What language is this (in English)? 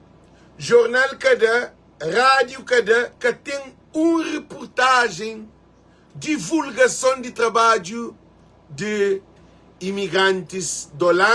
Kabuverdianu